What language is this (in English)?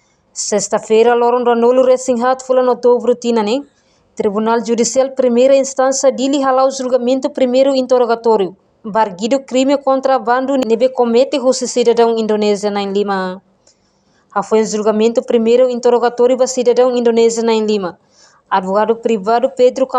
Tetum